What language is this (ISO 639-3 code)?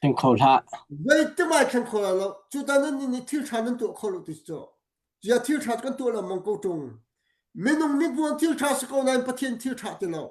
cnh